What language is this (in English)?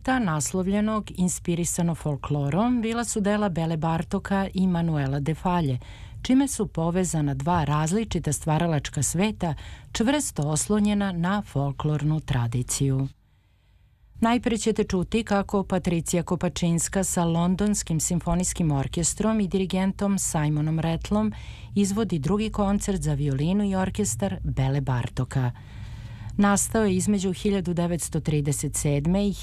Serbian